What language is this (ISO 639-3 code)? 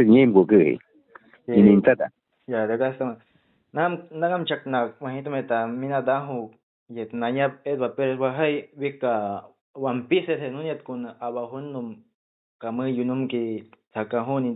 agr